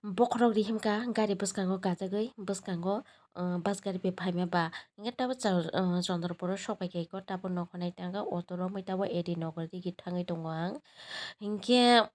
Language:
Kok Borok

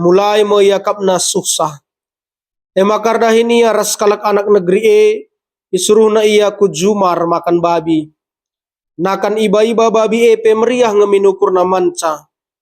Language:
Batak Karo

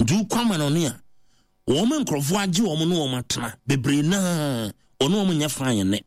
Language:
Akan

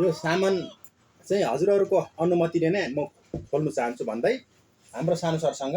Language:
Nepali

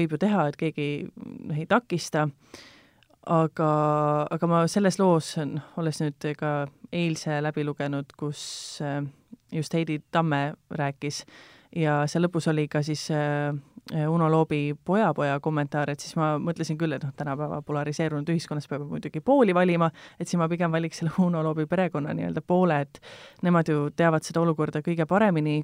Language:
Estonian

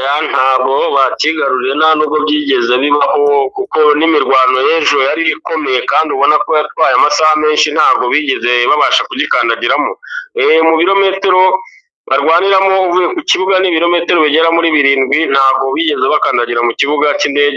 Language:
Kinyarwanda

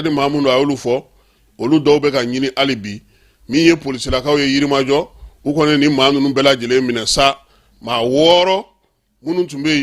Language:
Bambara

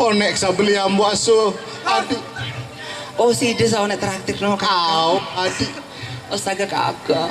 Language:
Sasak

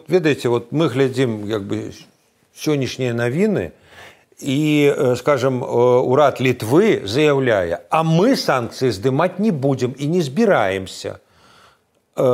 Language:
Belarusian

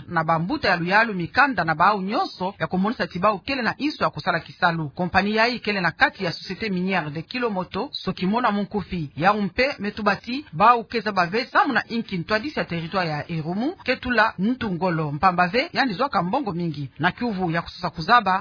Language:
Kituba (Democratic Republic of Congo)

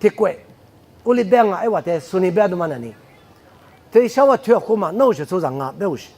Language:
Lisu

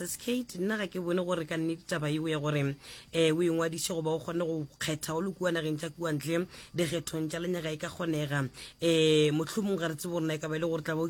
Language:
Northern Sotho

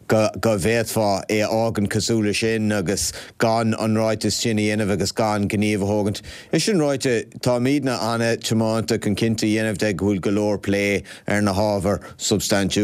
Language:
Irish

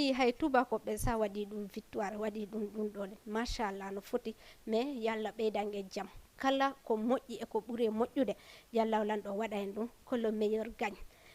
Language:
Fula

